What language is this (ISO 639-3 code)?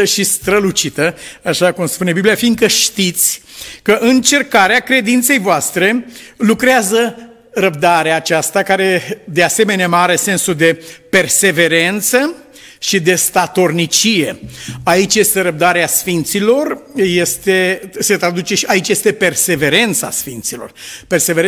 ron